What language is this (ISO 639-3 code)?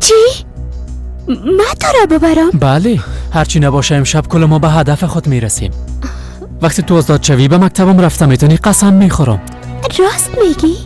fas